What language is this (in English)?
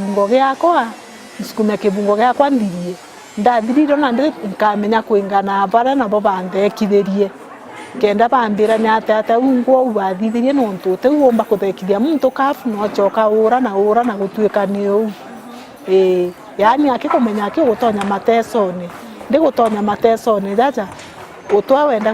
Meru